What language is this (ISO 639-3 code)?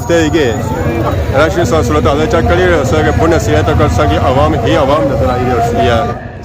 phr